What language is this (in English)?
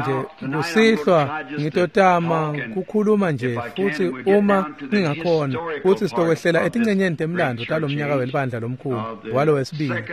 Swati